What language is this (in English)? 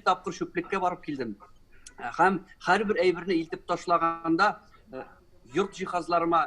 Tatar